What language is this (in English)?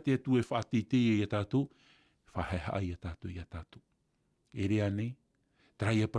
Tahitian